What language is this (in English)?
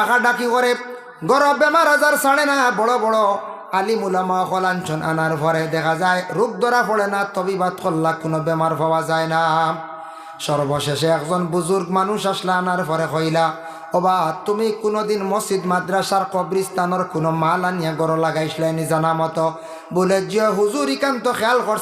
Sylheti